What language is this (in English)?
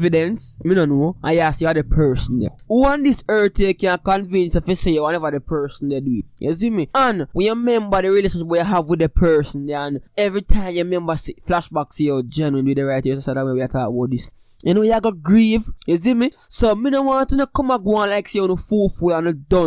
Jamaican Creole English